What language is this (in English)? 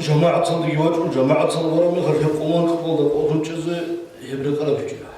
Avaric